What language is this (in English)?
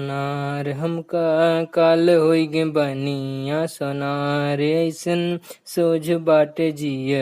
Awadhi